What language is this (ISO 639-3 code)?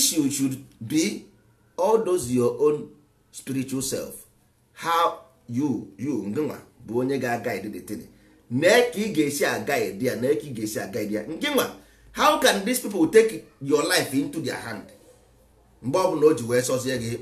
ibo